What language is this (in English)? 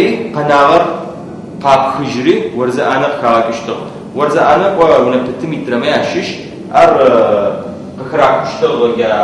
Adyghe